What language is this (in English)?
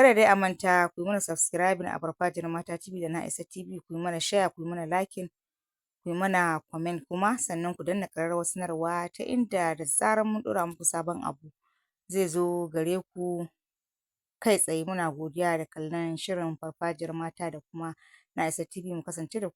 Hausa